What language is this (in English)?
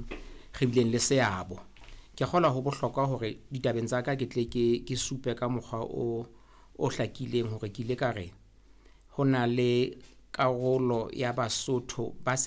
Southern Sotho